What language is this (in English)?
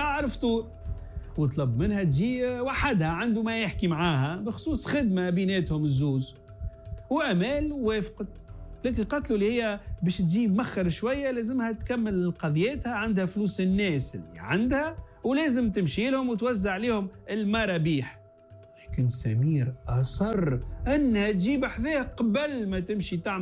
Tunisian Arabic